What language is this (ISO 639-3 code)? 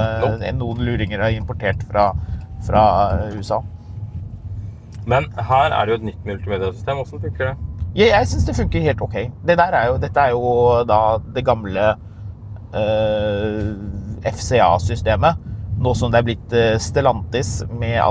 nor